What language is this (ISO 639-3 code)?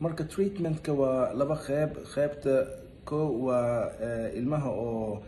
som